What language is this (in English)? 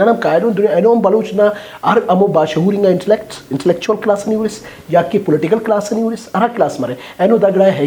Brahui